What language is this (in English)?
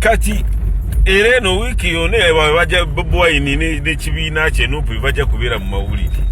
Ganda